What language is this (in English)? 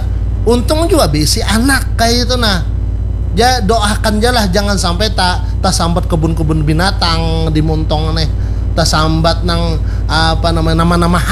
Banjar